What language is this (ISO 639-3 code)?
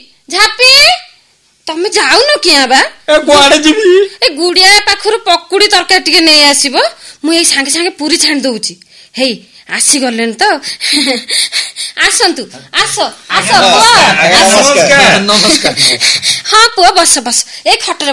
ori